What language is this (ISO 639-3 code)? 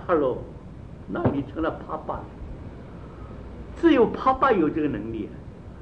zho